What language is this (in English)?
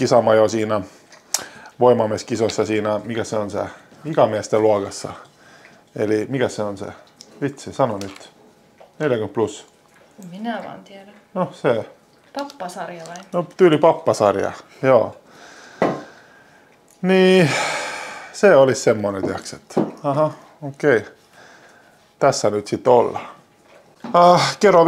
Finnish